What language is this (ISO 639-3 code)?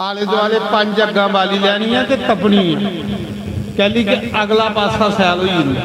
doi